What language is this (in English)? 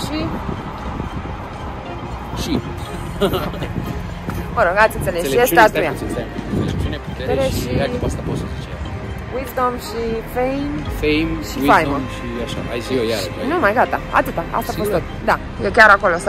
Romanian